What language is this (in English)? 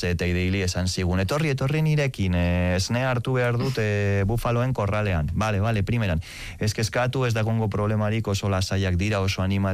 Basque